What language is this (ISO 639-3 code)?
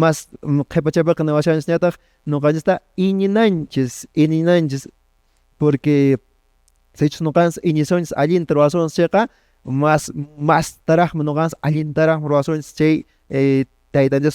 que